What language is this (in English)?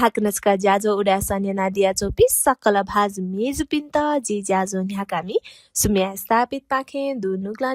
Newari